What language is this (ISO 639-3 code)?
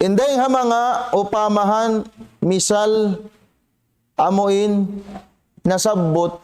tsg